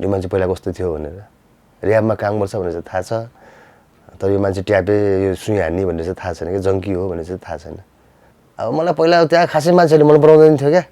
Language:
Nepali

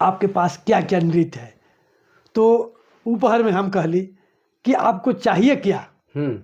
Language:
Sadri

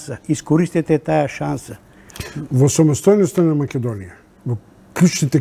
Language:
Macedonian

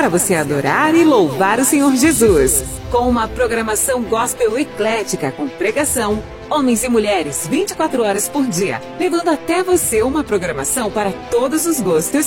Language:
Portuguese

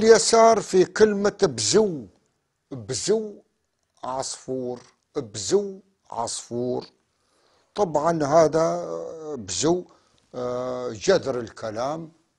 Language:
North Levantine Arabic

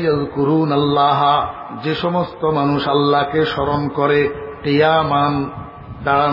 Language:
Bangla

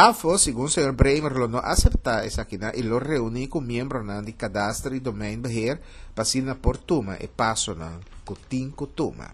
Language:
Papiamento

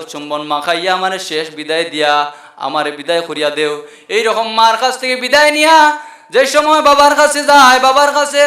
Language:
Sylheti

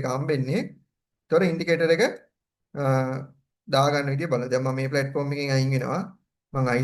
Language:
Sinhala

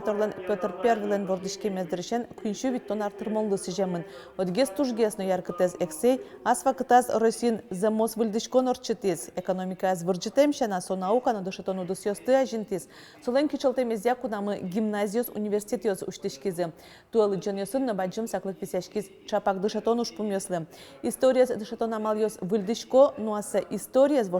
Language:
Udmurt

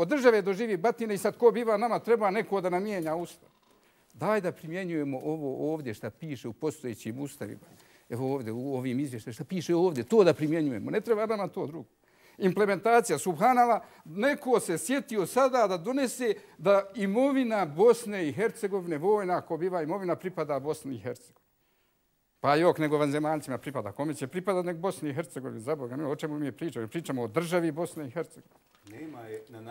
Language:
Bosnian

